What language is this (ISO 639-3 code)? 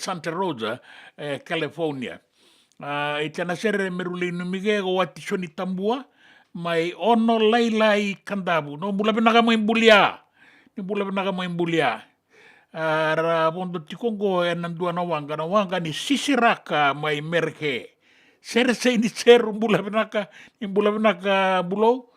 fij